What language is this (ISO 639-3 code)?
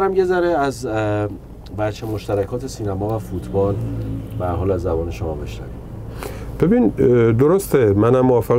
fas